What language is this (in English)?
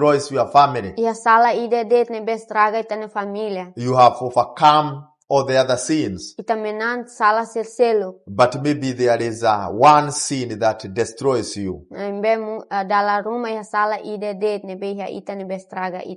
Tetum